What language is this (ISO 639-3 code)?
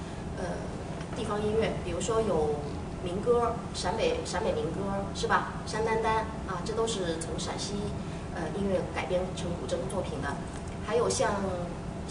zho